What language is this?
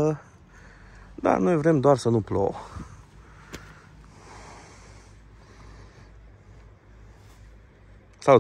Romanian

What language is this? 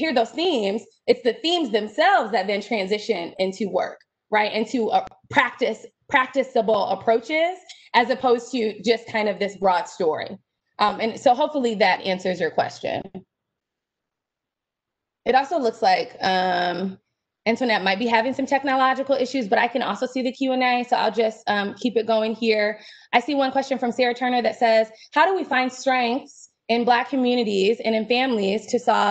English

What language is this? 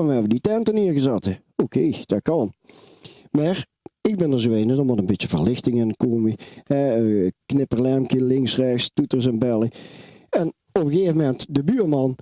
Limburgish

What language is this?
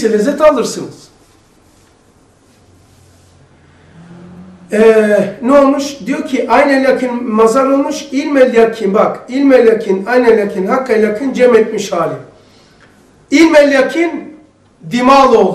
Turkish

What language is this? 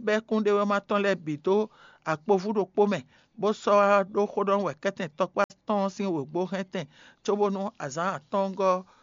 Fon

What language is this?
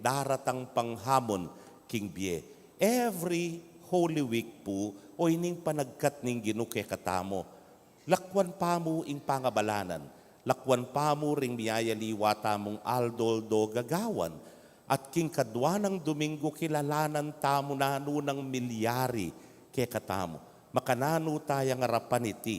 Pampanga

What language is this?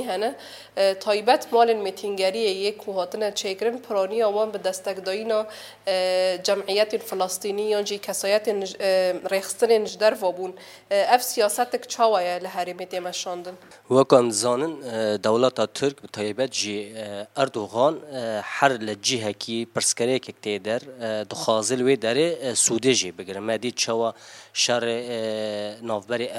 Kurdish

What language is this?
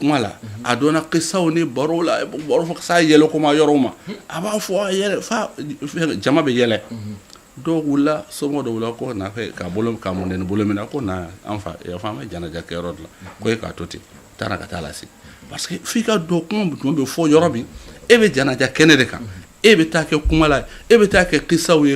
Bambara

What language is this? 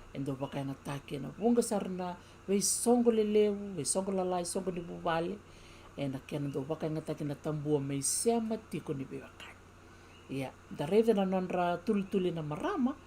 Fijian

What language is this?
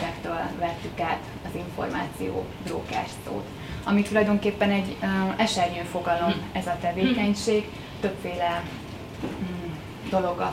Hungarian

